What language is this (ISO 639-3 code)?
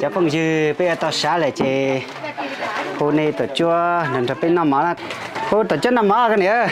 hmn